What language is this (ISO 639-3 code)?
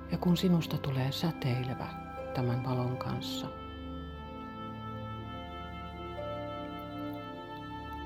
fin